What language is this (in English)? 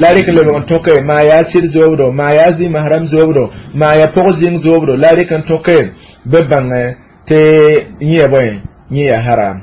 Mossi